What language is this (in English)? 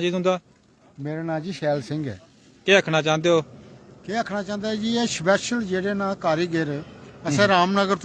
Dogri